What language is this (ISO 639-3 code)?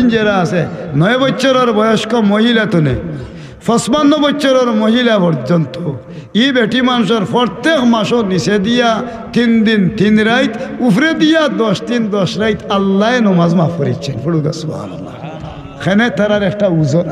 syl